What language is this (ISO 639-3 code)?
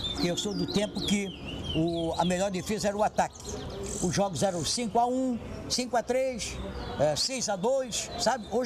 por